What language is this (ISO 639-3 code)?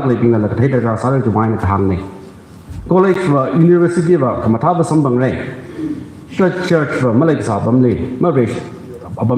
nmf